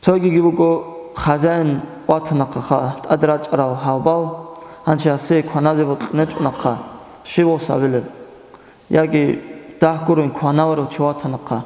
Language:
Avaric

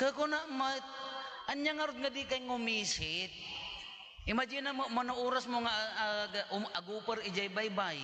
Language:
Iloko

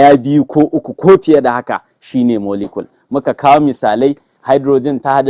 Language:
Hausa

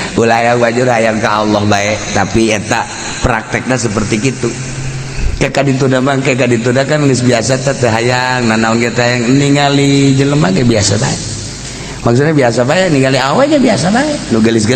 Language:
Sundanese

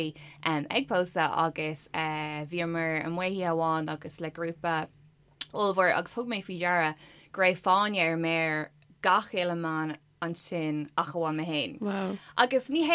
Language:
Irish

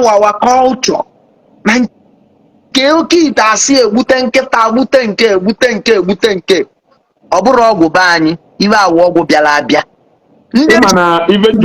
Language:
Igbo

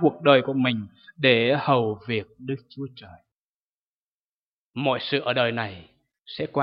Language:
Vietnamese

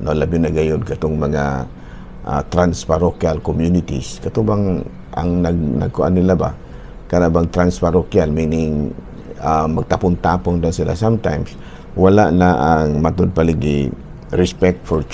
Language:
Cebuano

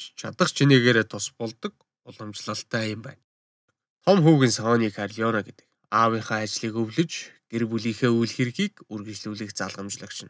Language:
Mongolian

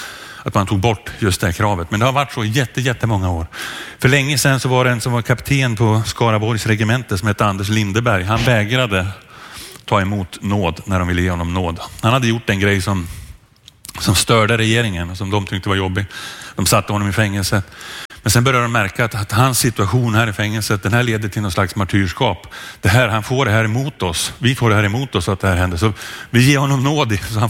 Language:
Swedish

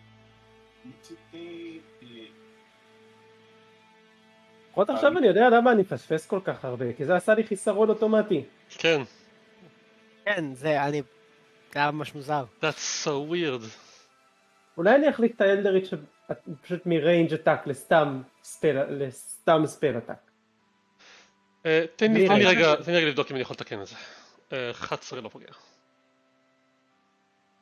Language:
Hebrew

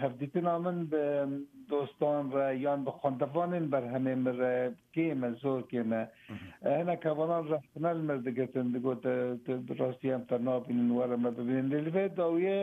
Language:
Kurdish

